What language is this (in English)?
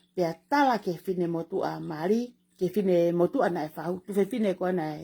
Tongan